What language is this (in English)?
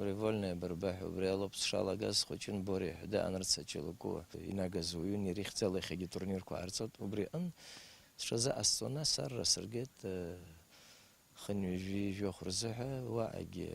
Abkhazian